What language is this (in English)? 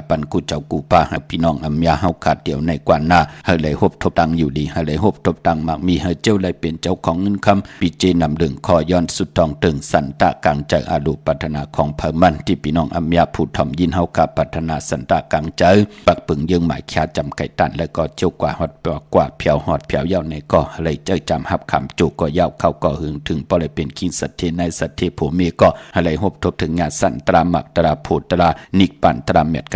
Shan